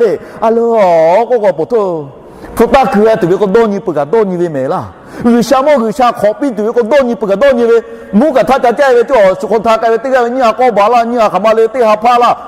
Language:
Lahu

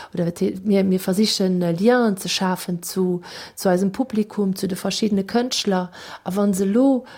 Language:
Luxembourgish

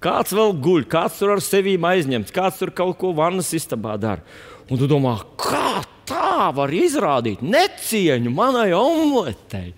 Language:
Latvian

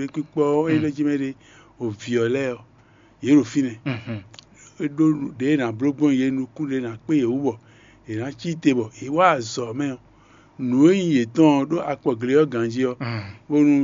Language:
Fon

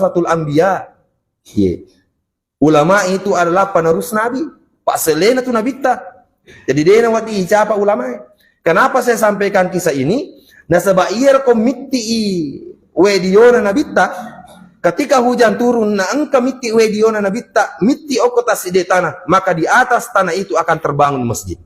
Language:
Buginese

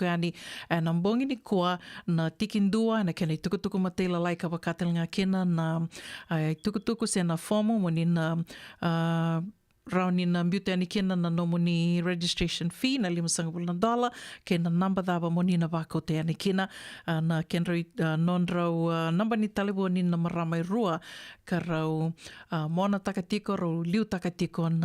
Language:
Fijian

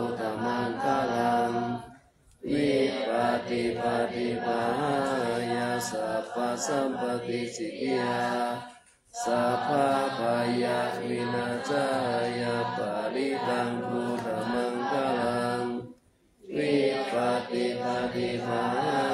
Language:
Pali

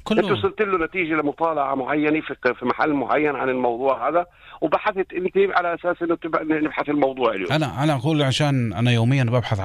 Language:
North Levantine Arabic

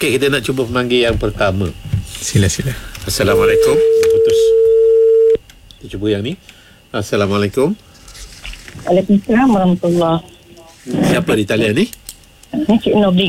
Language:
Malay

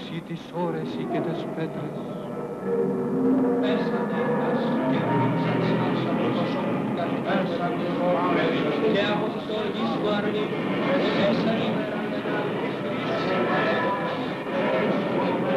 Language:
Greek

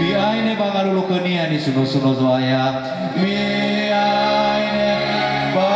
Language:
Nias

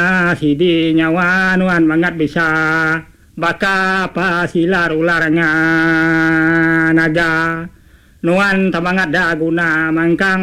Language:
Iban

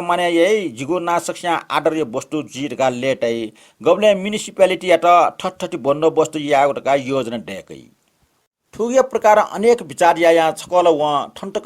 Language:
Newari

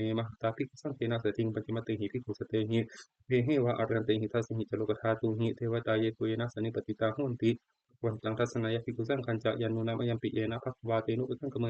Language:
Pali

